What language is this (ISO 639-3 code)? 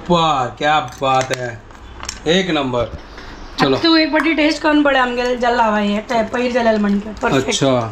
kok